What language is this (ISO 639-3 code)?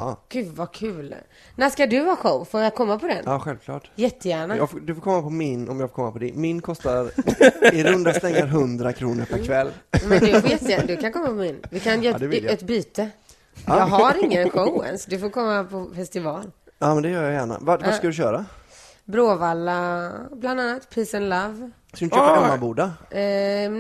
swe